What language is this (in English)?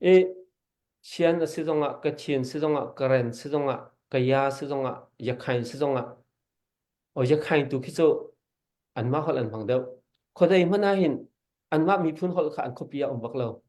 Hakha Chin